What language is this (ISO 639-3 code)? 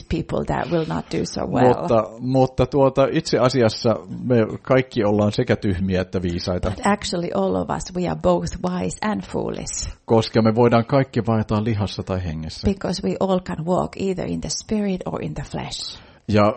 fin